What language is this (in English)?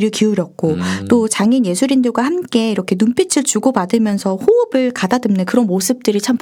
Korean